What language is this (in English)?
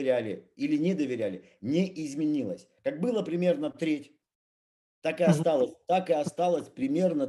Russian